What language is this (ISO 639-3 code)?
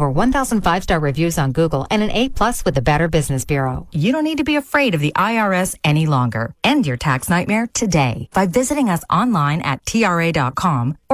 eng